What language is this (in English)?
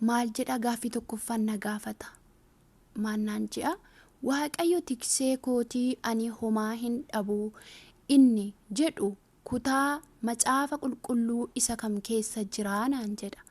Oromo